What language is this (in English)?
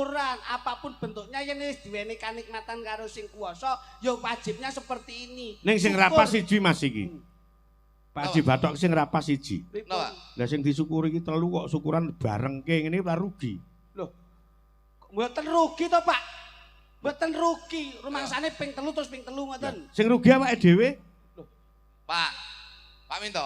Javanese